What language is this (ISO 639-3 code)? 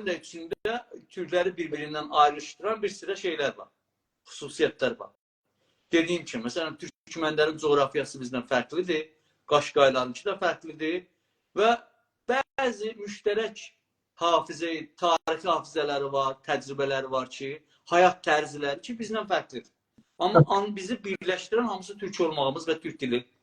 azb